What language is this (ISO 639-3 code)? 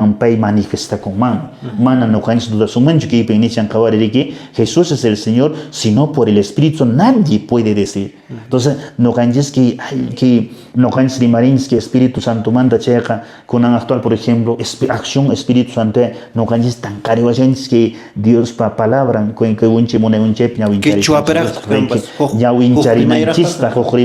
que